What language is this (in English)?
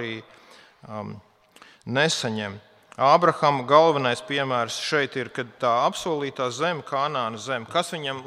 Latvian